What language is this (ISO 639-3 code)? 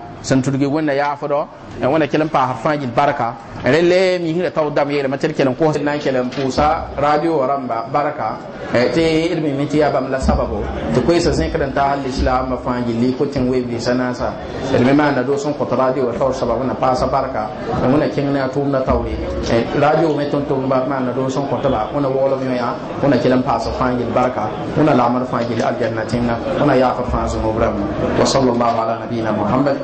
mos